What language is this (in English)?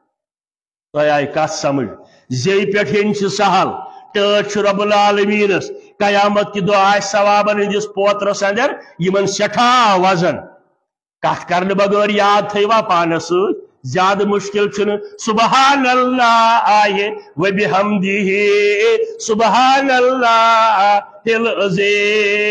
Kashmiri